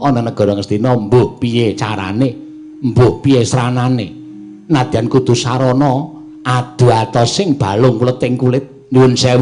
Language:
Javanese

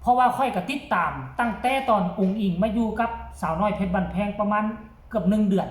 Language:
Northeastern Thai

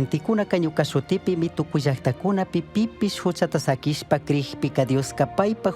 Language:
Chimborazo Highland Quichua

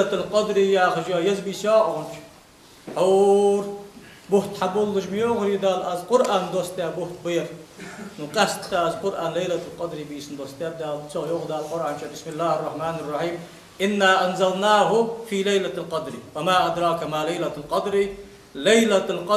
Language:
Ingush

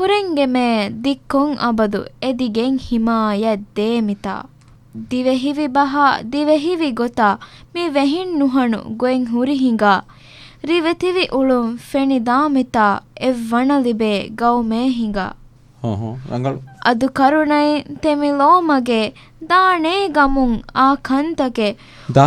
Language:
Divehi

